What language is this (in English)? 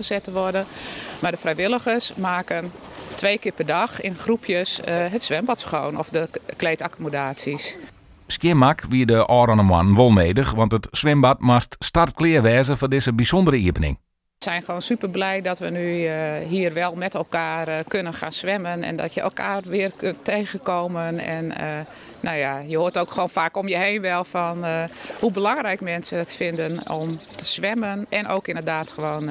Western Frisian